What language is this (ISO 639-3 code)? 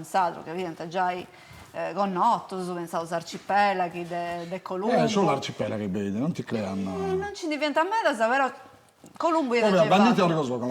srd